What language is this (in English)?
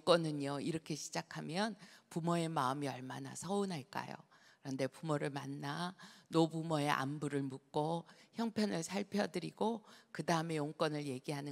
Korean